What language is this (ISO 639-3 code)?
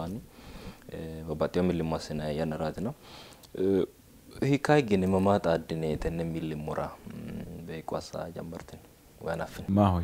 sid